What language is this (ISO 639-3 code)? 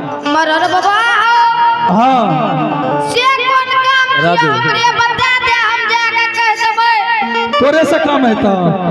anp